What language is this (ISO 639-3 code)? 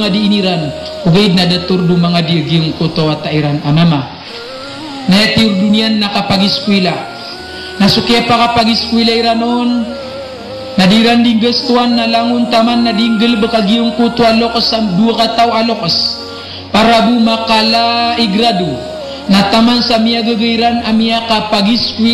mrw